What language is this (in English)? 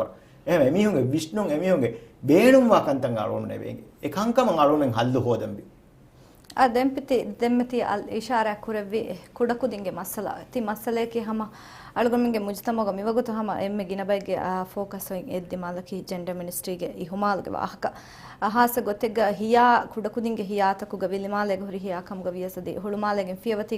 Divehi